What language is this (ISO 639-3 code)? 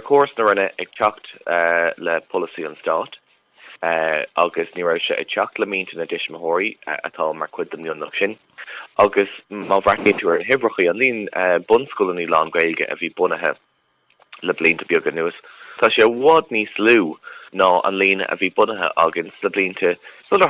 gle